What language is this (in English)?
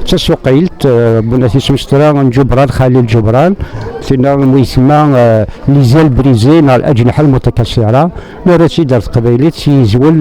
Kabyle